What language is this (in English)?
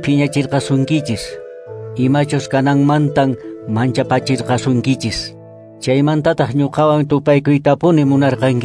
Quechua